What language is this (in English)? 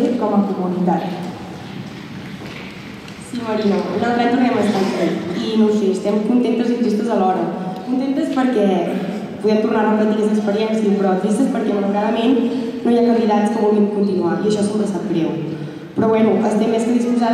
Catalan